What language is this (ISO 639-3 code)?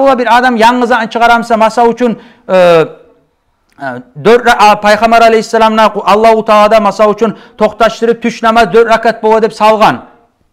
kum